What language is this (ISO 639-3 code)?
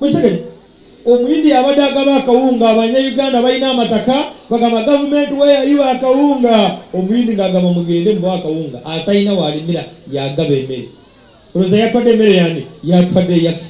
lug